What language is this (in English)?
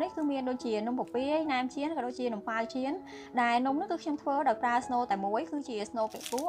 Khmer